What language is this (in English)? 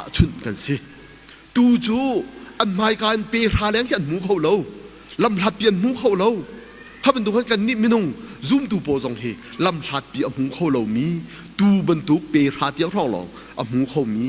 Hakha Chin